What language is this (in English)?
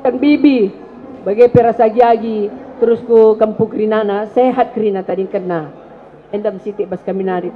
Batak Karo